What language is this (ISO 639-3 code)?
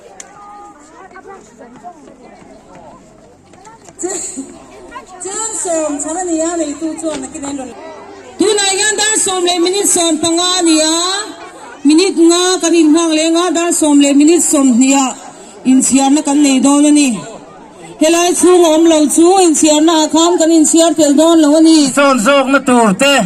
lus